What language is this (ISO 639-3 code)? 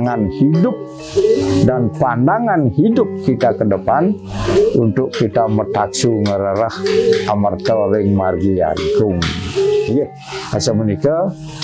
ban